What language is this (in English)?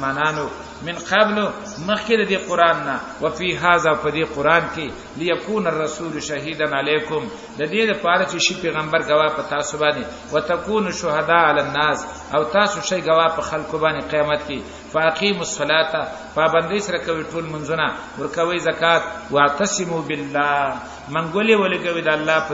Pashto